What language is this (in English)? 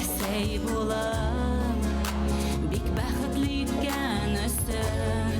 Bashkir